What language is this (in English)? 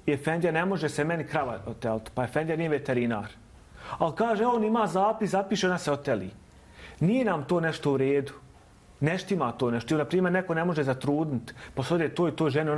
Bosnian